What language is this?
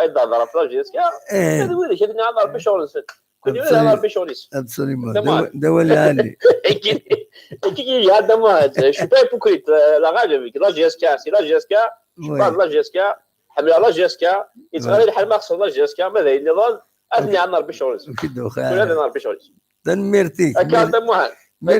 Kabyle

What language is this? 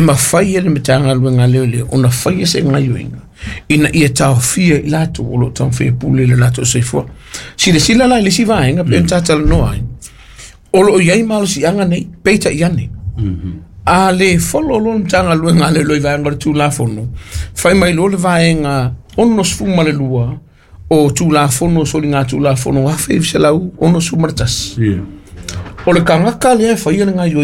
Samoan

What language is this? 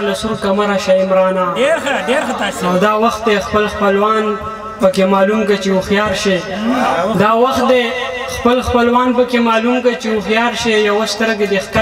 Pashto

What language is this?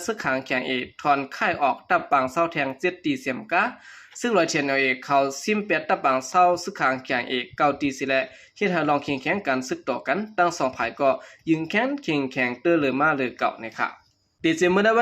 Shan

